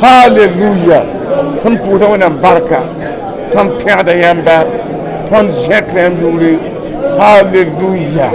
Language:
Mossi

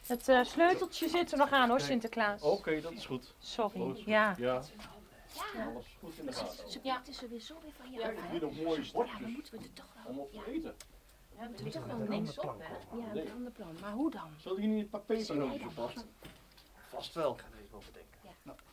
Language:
Dutch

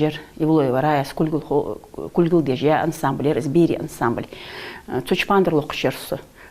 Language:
Ingush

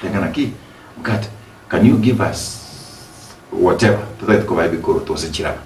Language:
Gusii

